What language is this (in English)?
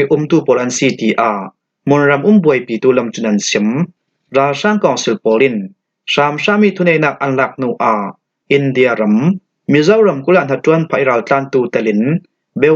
Falam Chin